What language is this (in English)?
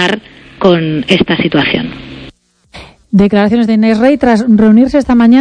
Spanish